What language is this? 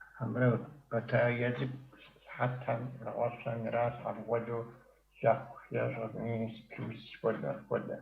Kabardian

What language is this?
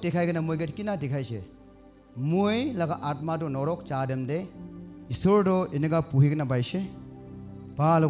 Naga Pidgin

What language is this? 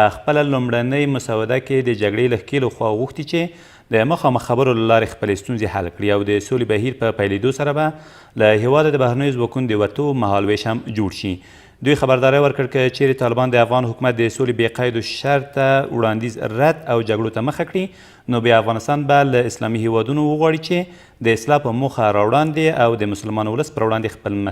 Pashto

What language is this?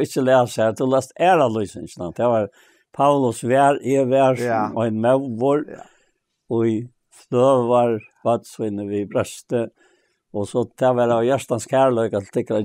Faroese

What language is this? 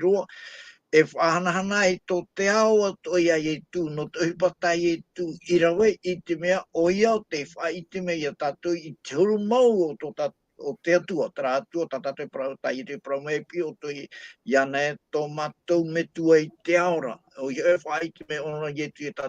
Tahitian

